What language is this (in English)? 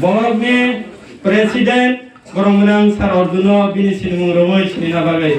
Kok Borok